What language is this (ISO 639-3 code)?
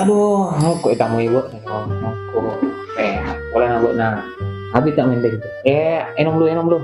mad